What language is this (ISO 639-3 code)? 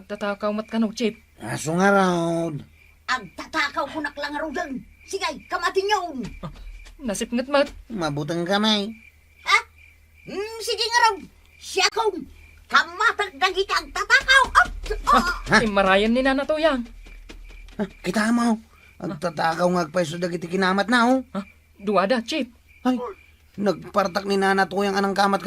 ilo